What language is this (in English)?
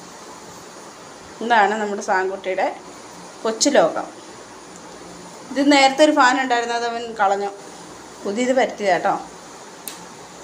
Malayalam